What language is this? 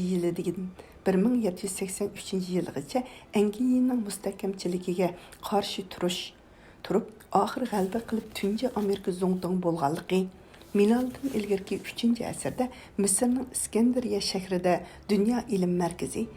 Uyghur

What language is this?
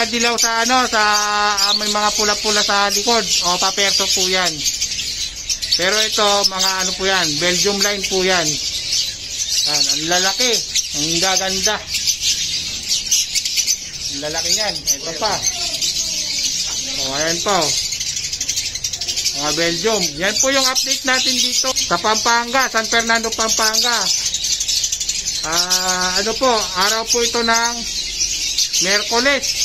Filipino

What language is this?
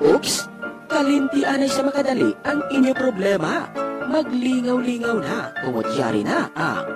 Hiligaynon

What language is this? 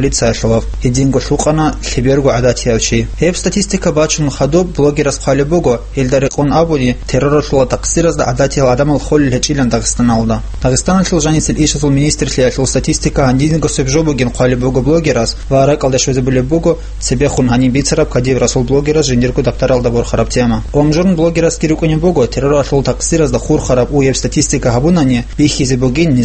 Avaric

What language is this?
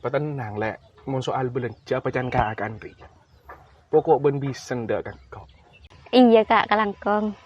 Madurese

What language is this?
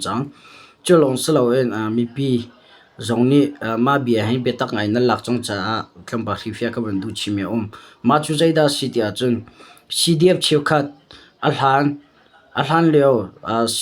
Hakha Chin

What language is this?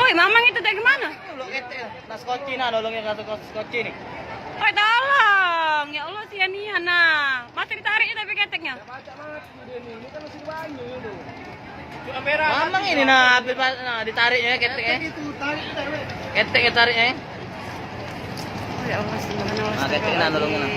Musi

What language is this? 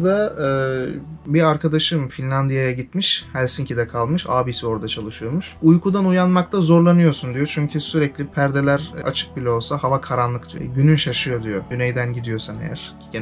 Turkish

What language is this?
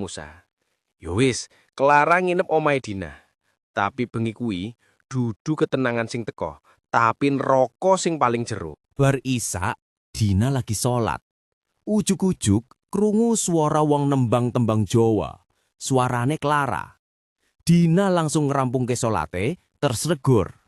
Javanese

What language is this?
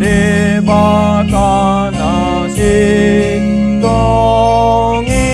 Batak Toba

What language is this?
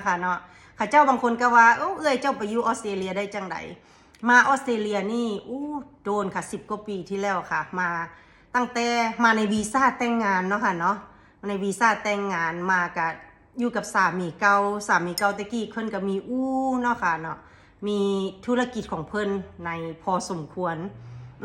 Northeastern Thai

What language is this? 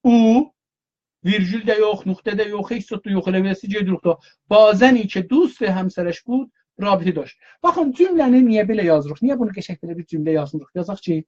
South Azerbaijani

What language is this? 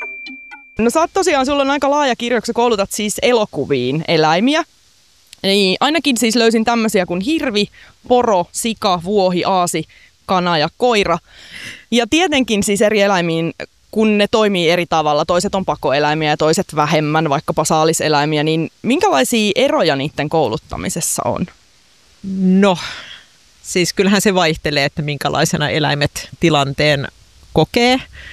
Finnish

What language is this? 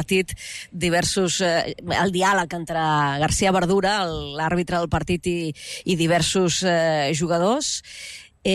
Catalan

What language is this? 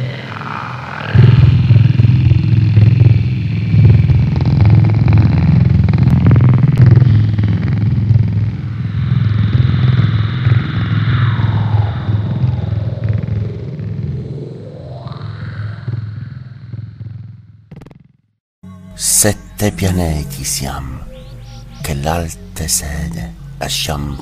Italian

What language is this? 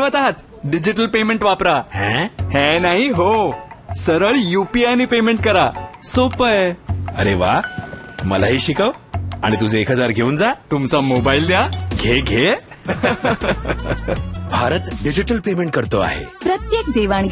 Marathi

